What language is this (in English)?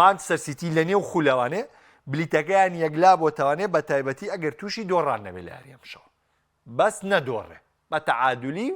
Central Kurdish